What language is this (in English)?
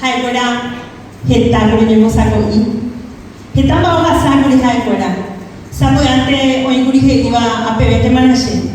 Guarani